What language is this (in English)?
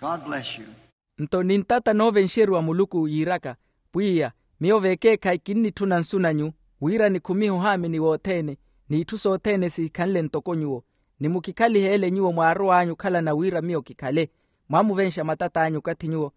Makhuwa